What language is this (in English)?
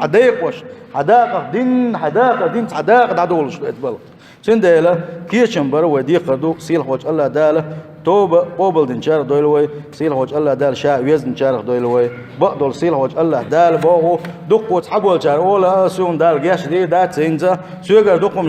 Chechen